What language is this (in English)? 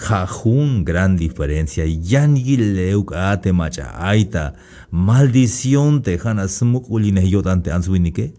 Tzeltal